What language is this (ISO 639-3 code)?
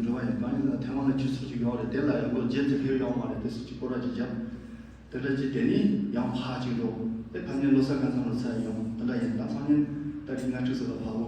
bod